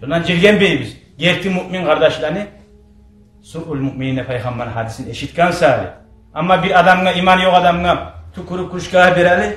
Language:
Kumyk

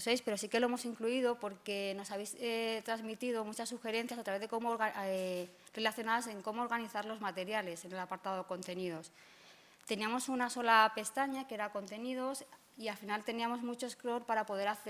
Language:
Spanish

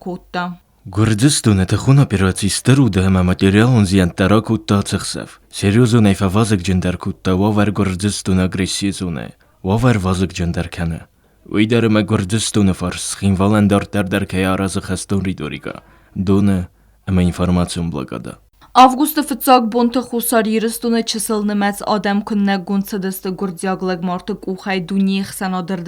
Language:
Ossetic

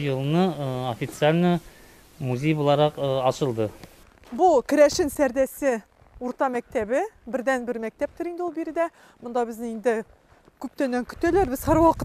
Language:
Tatar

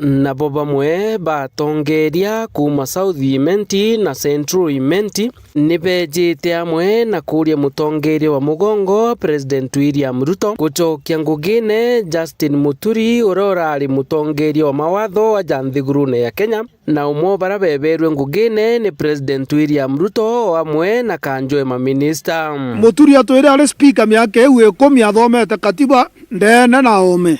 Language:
Meru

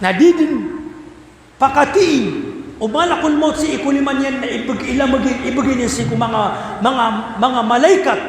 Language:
Maranao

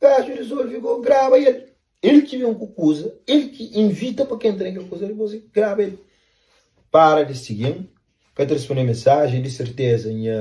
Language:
Kabuverdianu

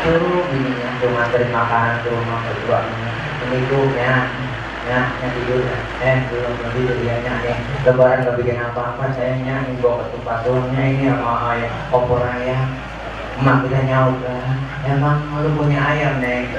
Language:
Betawi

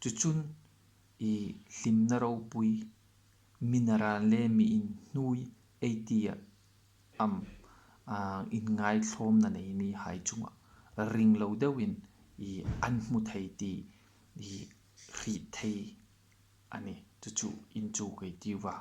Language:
Hmar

